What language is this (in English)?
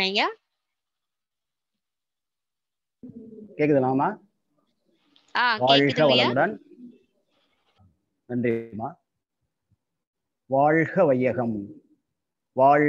Tamil